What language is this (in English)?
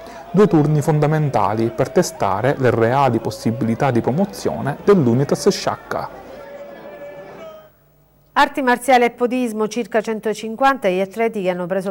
Italian